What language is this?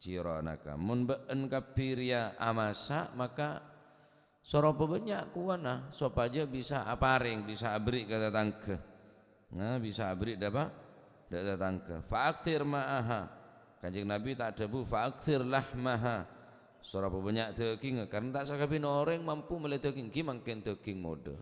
Madurese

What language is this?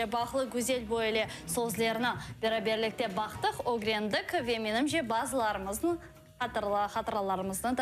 Crimean Tatar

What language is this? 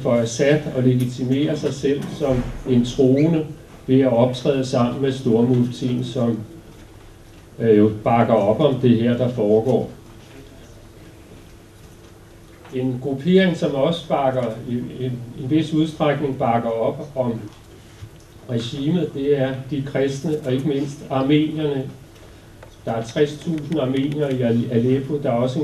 Danish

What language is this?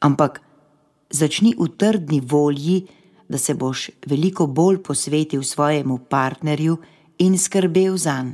Slovenian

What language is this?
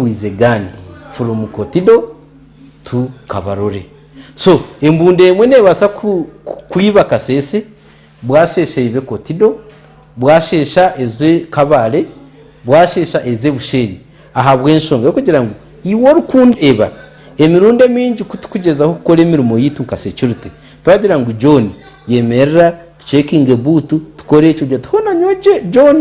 Nyankole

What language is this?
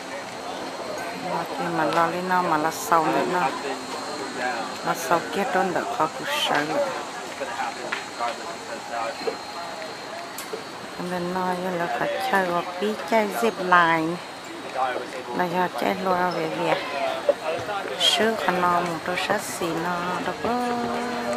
Vietnamese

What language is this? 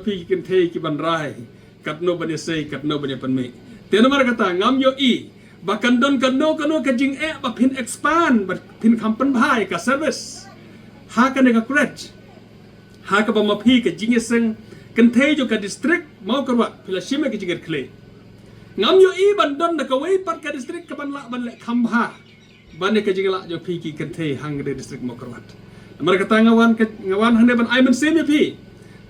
Khasi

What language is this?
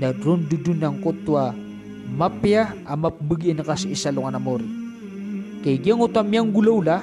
Maranao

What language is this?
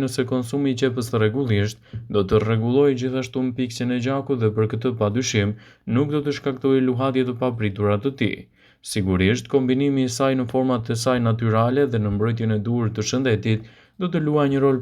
Albanian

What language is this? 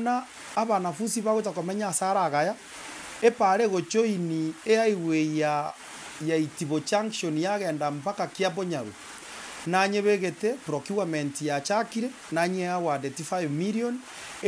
Gusii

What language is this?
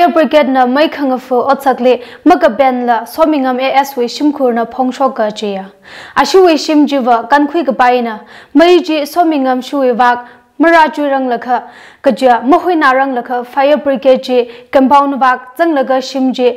Tangkhul Naga (India)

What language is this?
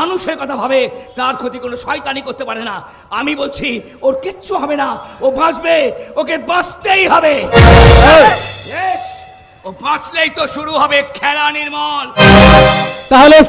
Bangla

